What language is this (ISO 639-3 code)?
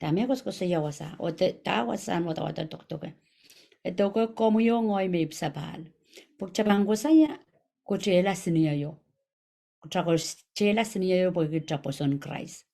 pon